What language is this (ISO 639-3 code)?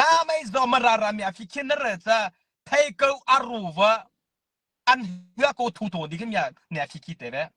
mrh